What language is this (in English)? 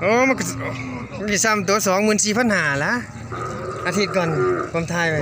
Northeastern Thai